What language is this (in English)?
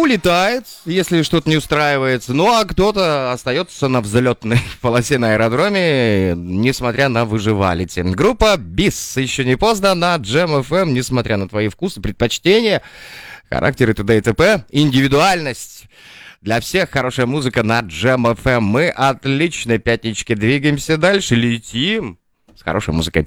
Russian